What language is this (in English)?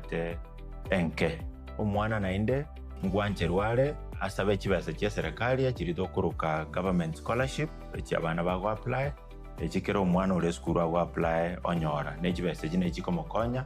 Gusii